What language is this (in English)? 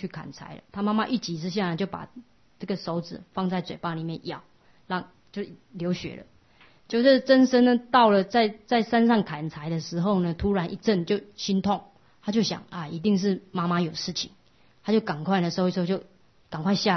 Chinese